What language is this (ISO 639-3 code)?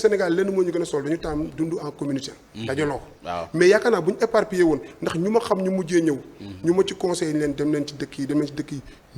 wol